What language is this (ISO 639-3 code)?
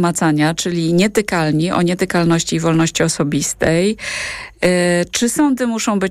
pol